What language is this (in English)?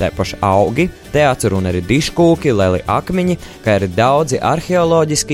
Latvian